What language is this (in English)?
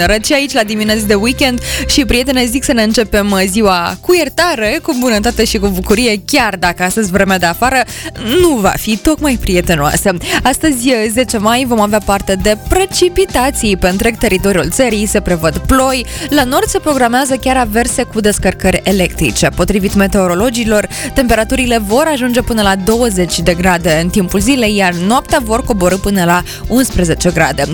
Romanian